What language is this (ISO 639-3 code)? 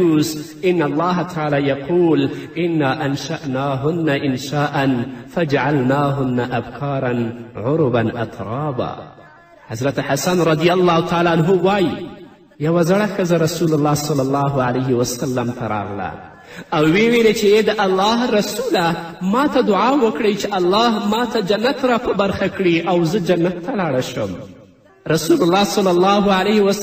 pus